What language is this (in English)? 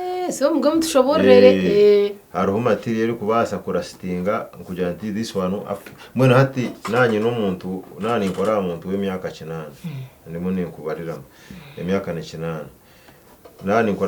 Nyankole